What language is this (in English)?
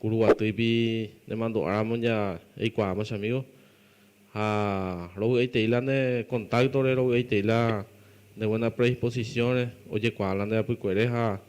Guarani